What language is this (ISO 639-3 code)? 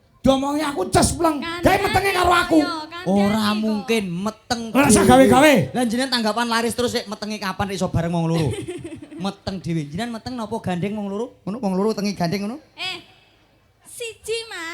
jav